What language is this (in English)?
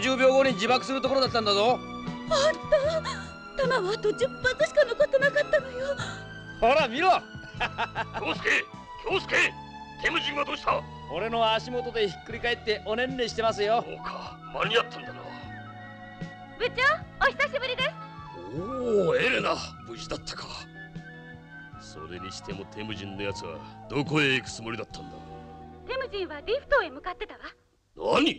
Japanese